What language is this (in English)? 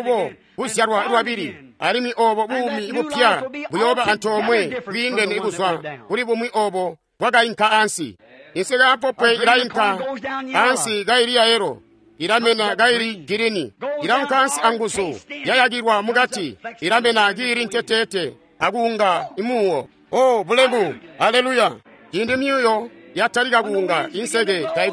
Tonga (Zambia)